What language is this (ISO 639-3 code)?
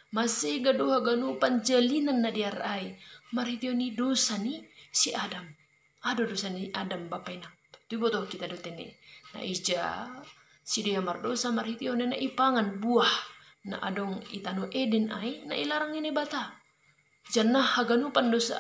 bts